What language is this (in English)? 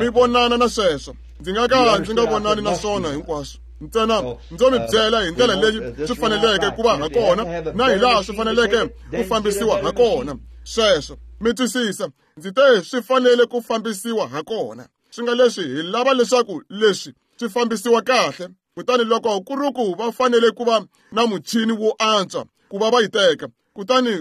Tsonga